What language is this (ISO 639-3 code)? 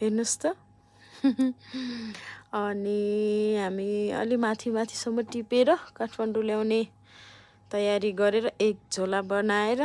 nep